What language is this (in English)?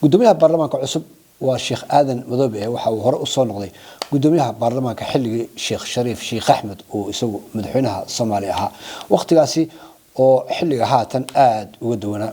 Somali